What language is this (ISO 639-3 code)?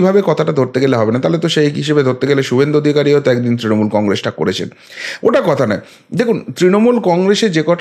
ben